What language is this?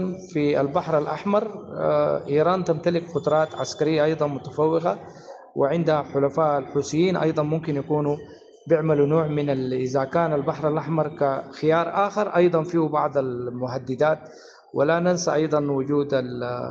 Sudanese Arabic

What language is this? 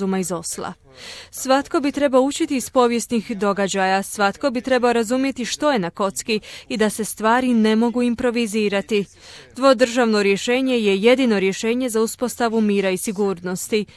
Croatian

